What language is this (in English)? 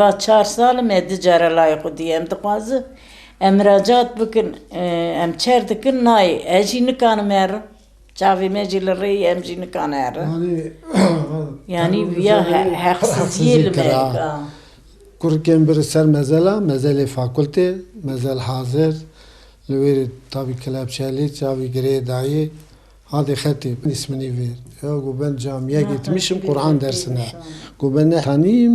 Kurdish